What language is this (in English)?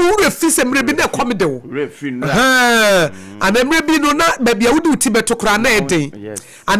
Akan